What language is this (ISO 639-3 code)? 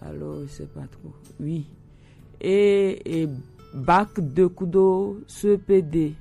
gej